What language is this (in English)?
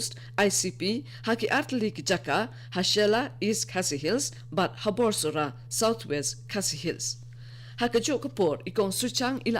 Khasi